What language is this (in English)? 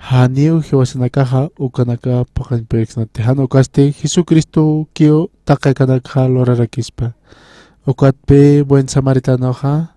Aymara